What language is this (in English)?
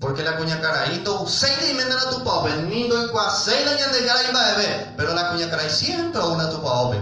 Guarani